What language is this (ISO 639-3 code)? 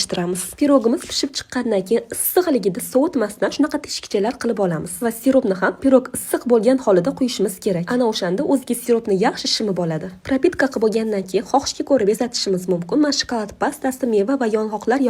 uzb